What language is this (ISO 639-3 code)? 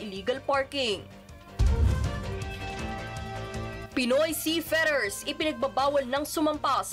fil